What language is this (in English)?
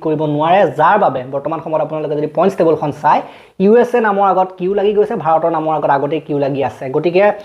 Assamese